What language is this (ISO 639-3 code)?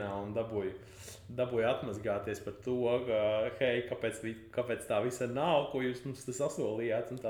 lav